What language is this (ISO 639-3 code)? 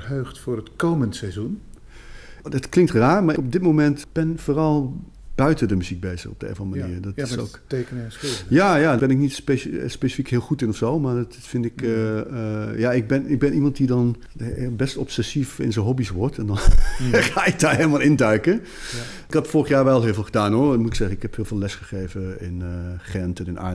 nld